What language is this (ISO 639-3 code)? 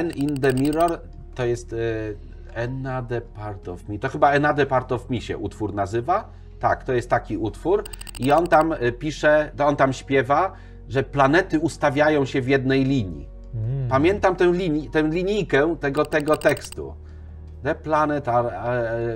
pol